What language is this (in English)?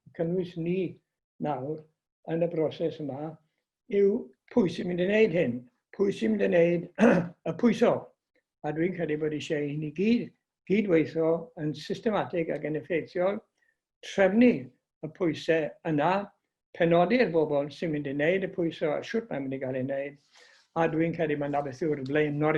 Welsh